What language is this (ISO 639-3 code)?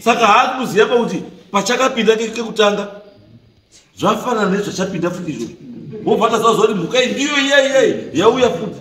sna